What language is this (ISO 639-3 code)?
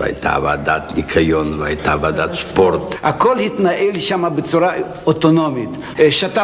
heb